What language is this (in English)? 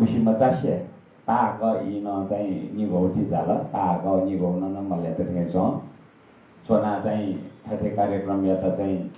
Newari